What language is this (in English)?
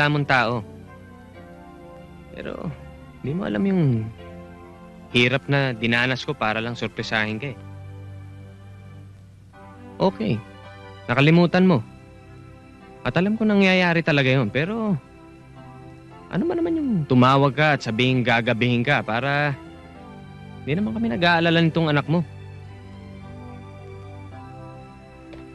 Filipino